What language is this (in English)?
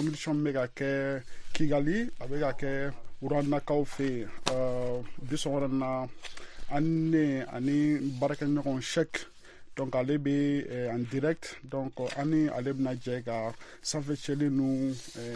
Bambara